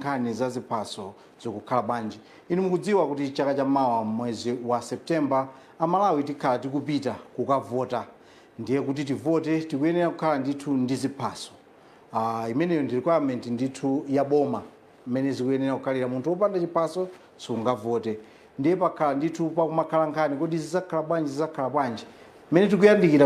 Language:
Nyanja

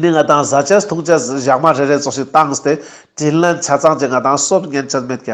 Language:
Ladakhi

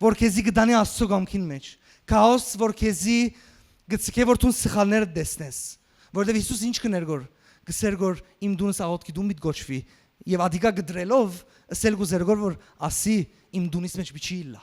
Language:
Western Armenian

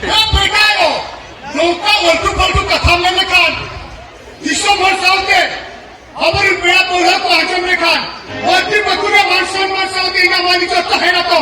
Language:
Santali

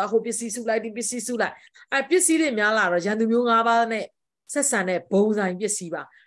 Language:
Burmese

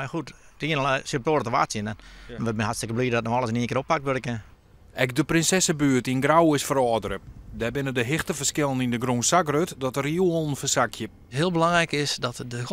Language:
Western Frisian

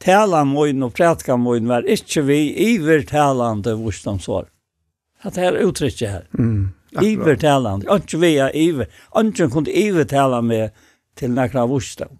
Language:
Faroese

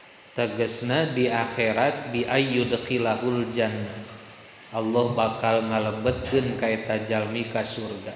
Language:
Sundanese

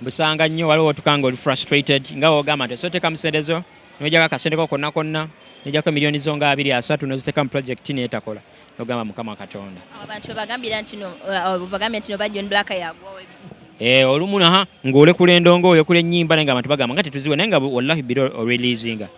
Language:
Ganda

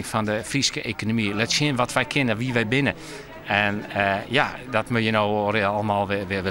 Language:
Western Frisian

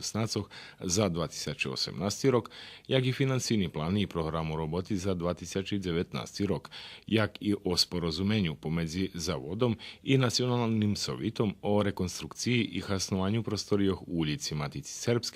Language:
Rusyn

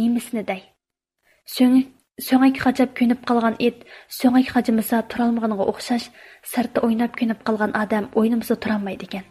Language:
Uyghur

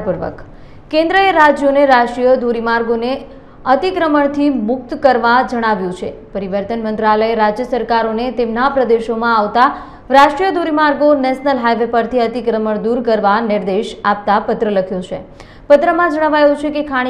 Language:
Gujarati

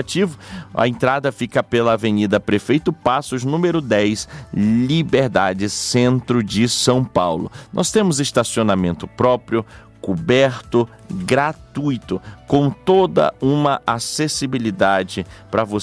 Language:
Portuguese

